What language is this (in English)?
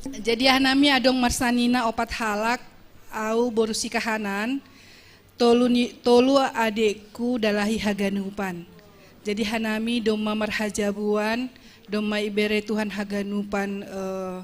Batak Simalungun